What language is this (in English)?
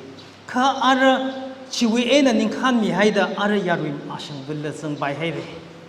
Tangkhul Naga (India)